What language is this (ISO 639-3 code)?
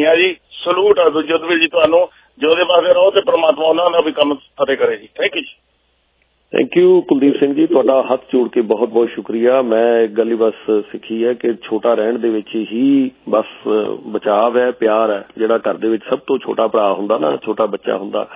pan